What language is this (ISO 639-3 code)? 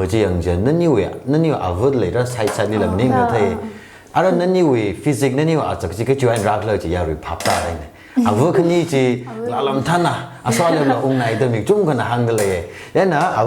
nmf